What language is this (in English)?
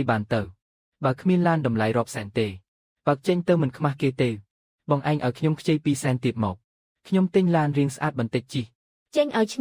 Khmer